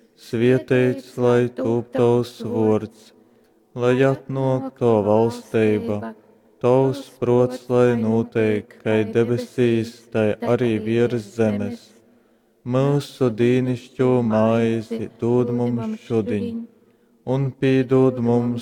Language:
Latgalian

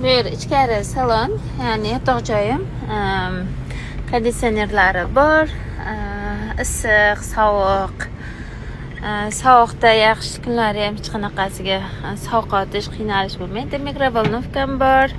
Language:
Uzbek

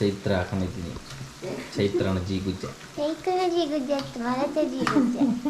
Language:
Tulu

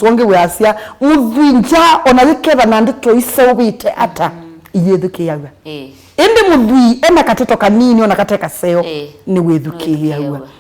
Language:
Kamba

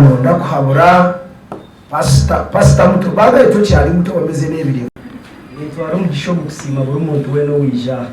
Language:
Nyankole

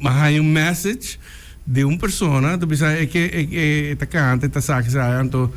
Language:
Papiamento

